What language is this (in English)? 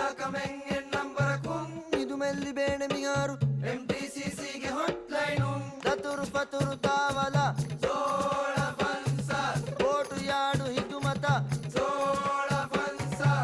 Divehi